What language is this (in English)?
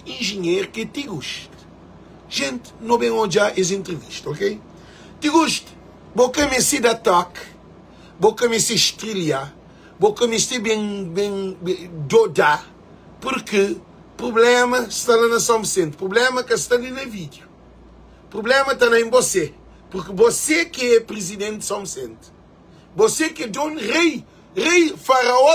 Kabuverdianu